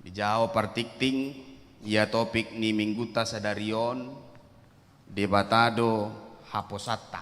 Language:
Batak Toba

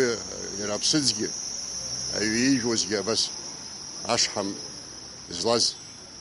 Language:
Abkhazian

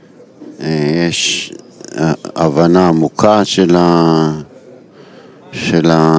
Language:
Hebrew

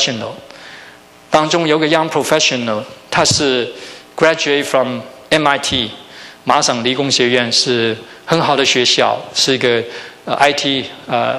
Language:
Chinese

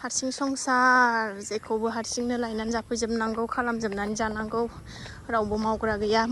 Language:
Bodo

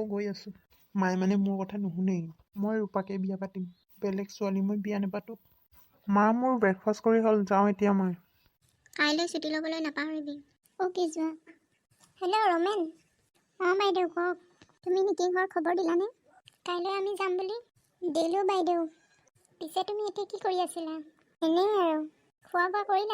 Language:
Assamese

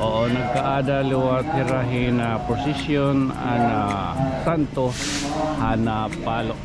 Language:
Waray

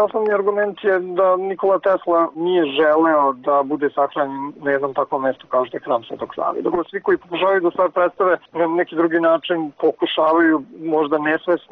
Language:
Serbian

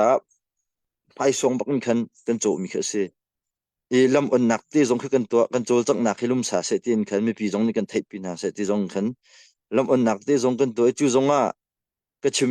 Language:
Hakha Chin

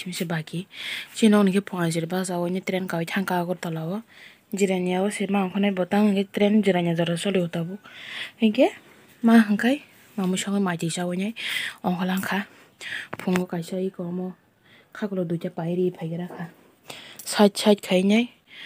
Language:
Kok Borok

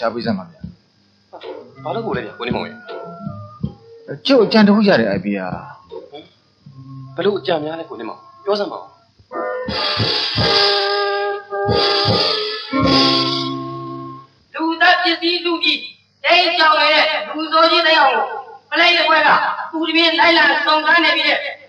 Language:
Burmese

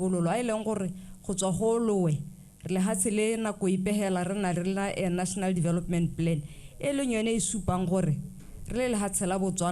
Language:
Tswana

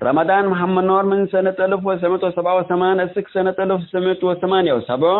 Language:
Tigre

